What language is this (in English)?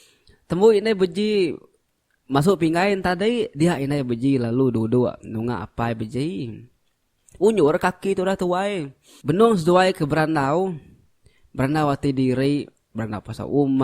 Iban